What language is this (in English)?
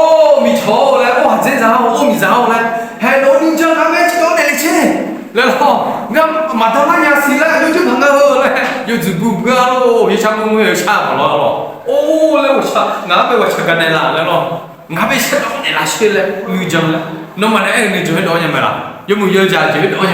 Akha